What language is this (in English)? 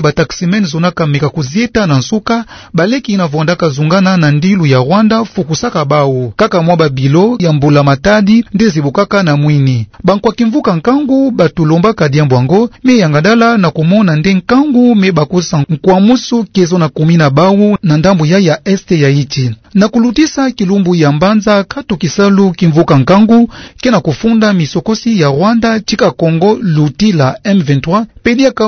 Kituba (Democratic Republic of Congo)